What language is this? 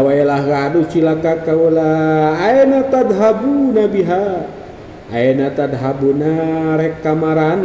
Sundanese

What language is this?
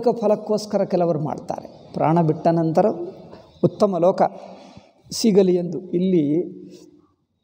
Kannada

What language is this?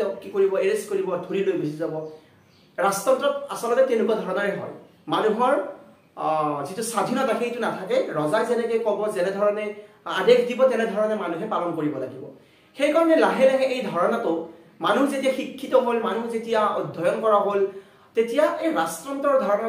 Assamese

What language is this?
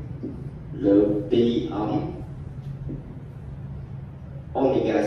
Vietnamese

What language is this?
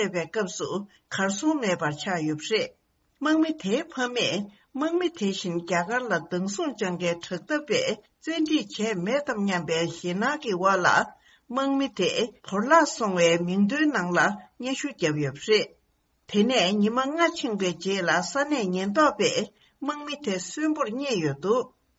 Tibetan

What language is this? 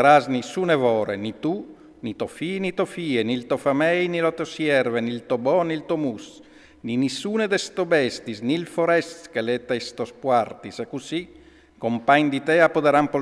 Friulian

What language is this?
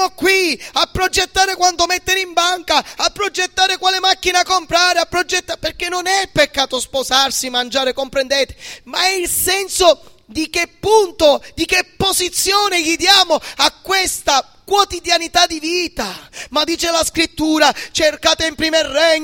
Italian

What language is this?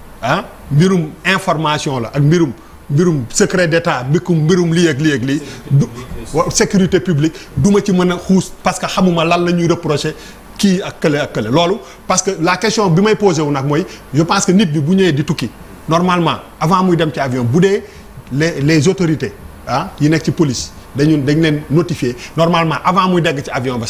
Wolof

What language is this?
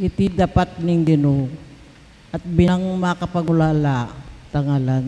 Pampanga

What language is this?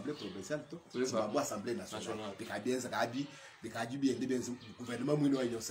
Luba-Lulua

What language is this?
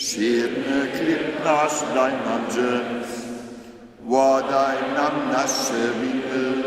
Upper Sorbian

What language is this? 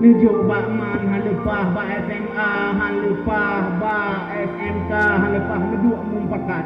Achinese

